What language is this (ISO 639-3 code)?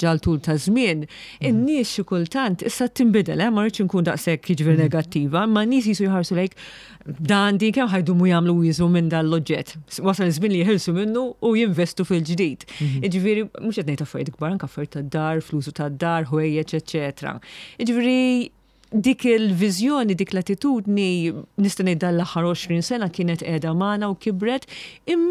mlt